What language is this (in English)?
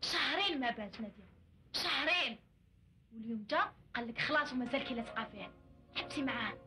Algerian Arabic